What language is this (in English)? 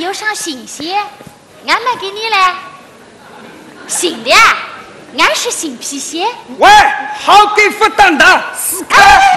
Chinese